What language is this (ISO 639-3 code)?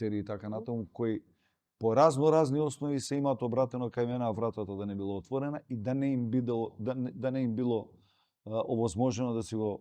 mkd